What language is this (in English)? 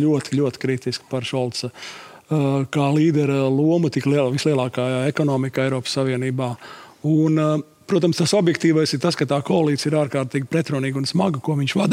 Latvian